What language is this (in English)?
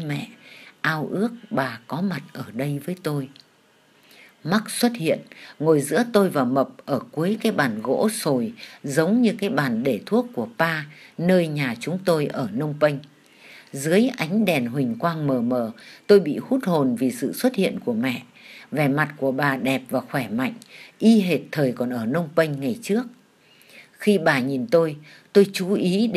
Vietnamese